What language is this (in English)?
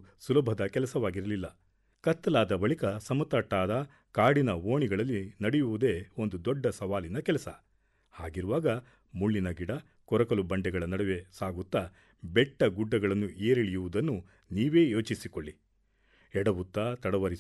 Kannada